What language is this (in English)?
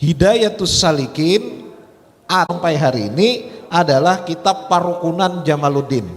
Banjar